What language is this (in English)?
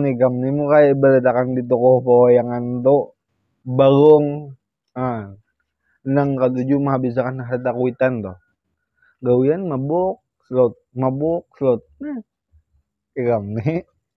Banjar